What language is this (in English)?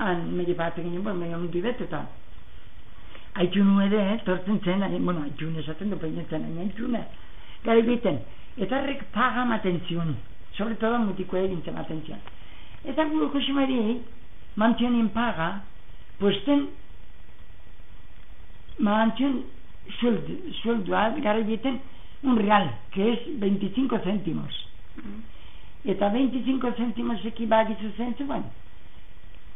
Basque